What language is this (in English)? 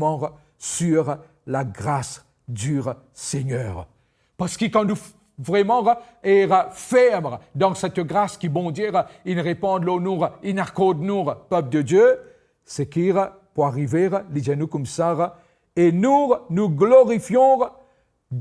Morisyen